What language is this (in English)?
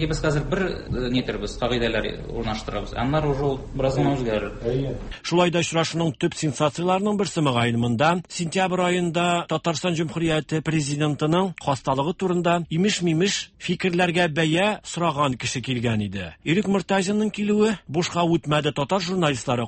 Tatar